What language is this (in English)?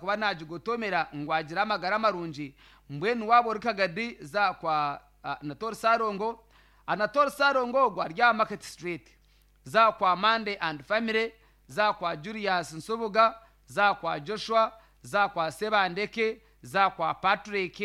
Nyankole